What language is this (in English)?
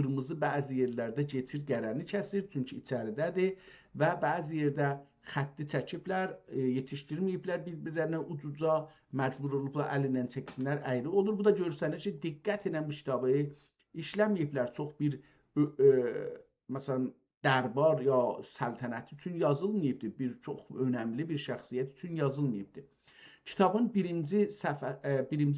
South Azerbaijani